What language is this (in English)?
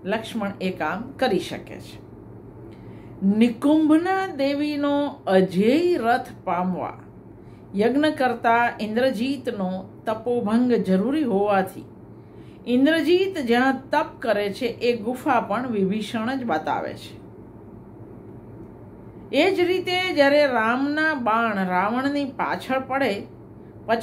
Gujarati